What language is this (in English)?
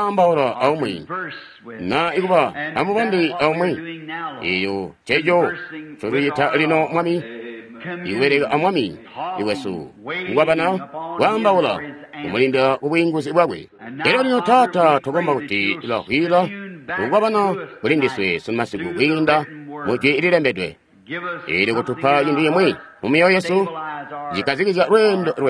Tonga (Zambia)